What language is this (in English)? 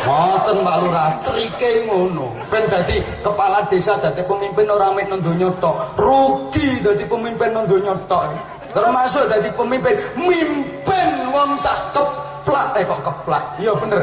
Javanese